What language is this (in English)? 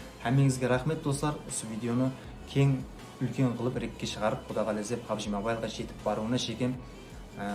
Kara-Kalpak